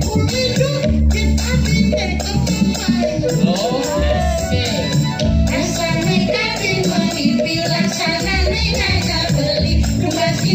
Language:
Balinese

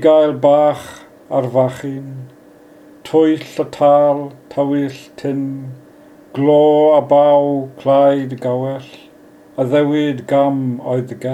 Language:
Welsh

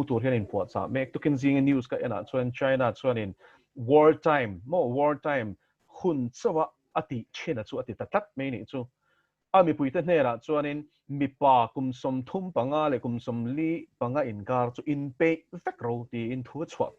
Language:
Mizo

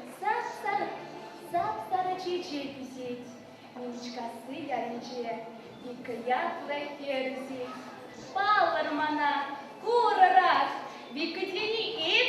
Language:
Chuvash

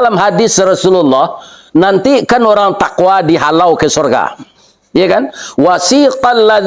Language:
Minangkabau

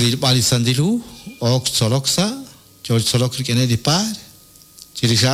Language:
Kekchí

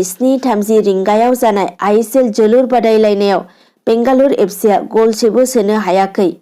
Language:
Bodo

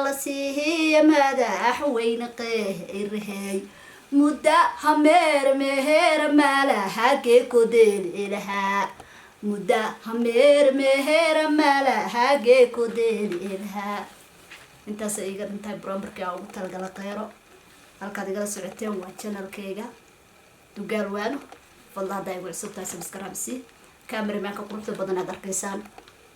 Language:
Somali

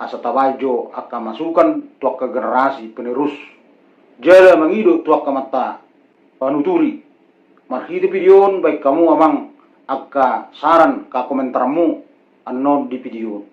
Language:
Batak Toba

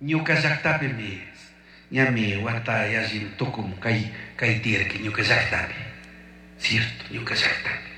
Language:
Chimborazo Highland Quichua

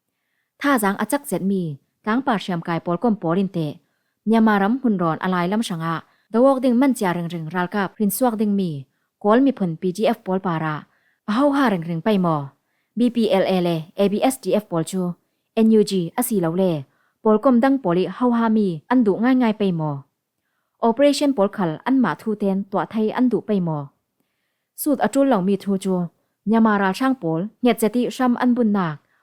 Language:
Falam Chin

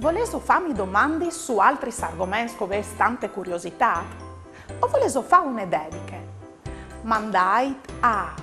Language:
Friulian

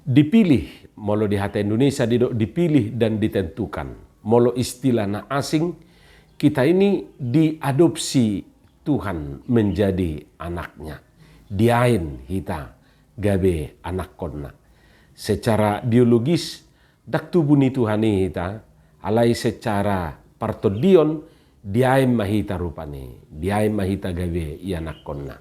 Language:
Batak Toba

